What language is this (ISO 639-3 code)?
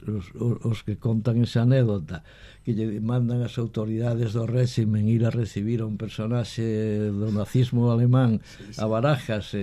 glg